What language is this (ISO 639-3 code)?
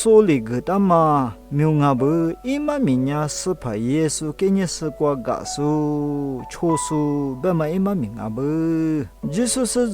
lis